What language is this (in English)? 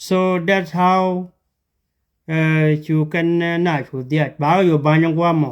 Nuer